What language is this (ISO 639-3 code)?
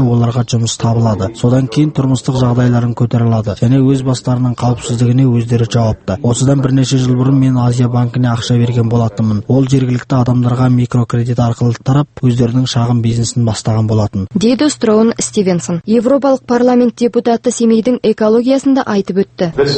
kaz